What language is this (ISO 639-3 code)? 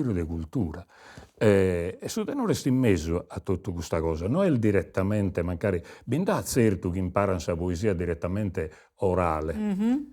srd